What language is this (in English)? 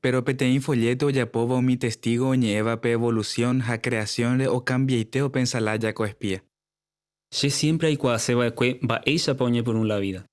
Guarani